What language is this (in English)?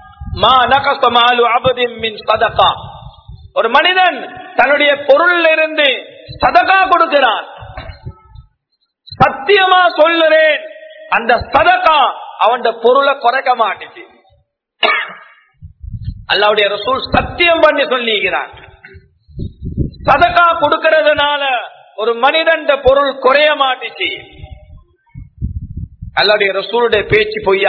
Tamil